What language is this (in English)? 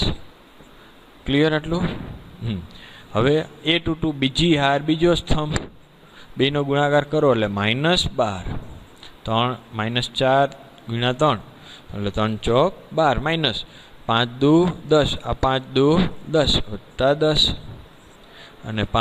Gujarati